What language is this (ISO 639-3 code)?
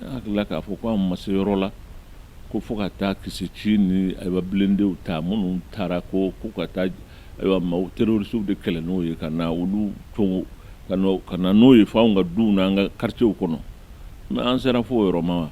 bam